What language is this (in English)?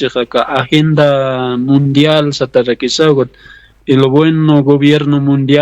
Aymara